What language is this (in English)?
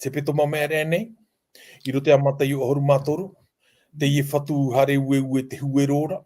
Tahitian